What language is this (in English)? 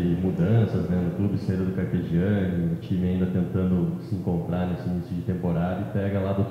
Portuguese